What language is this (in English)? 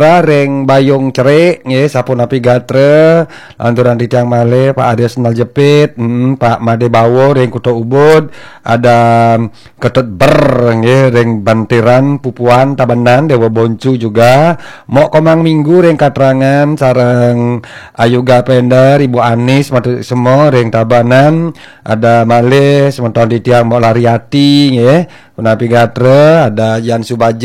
Balinese